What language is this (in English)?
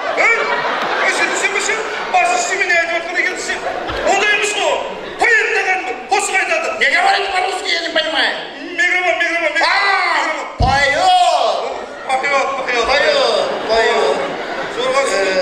Kara-Kalpak